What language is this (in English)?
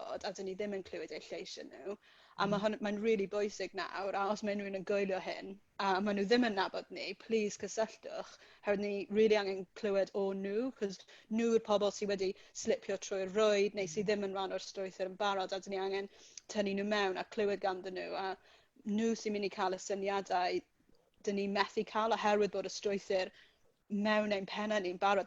Welsh